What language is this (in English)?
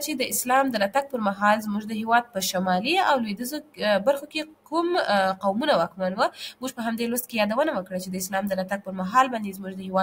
Pashto